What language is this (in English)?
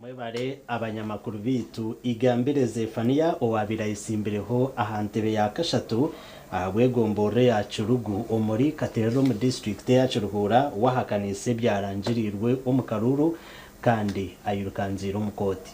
Nyankole